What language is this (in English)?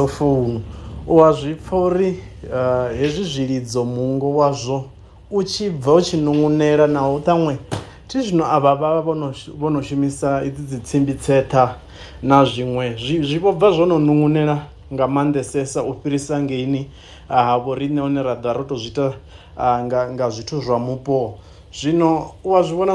Venda